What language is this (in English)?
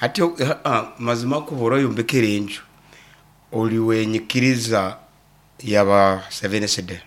Nyankole